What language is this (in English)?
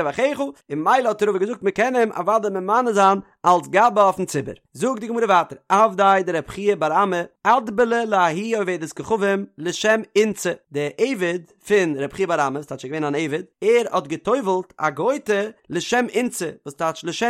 Yiddish